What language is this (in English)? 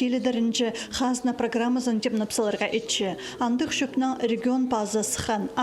Khakas